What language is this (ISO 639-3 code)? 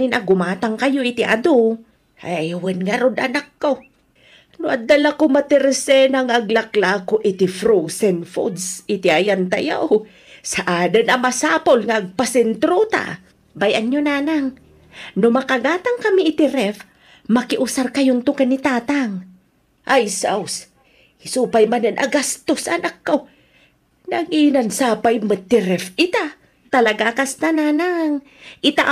ilo